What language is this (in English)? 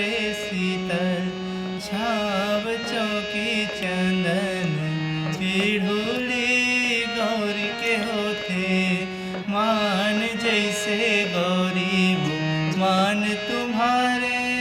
Chhattisgarhi